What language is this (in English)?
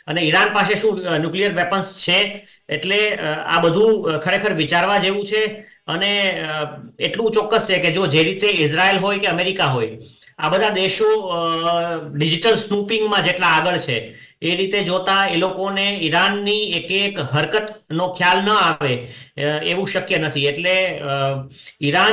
Gujarati